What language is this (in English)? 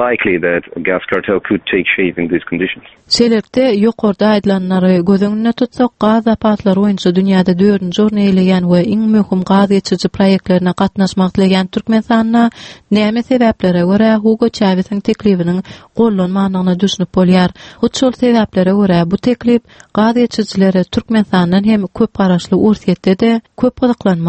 Turkmen